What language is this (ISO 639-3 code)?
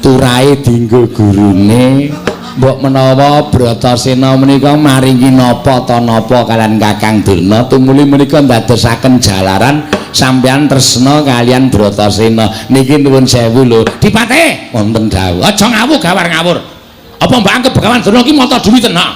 jav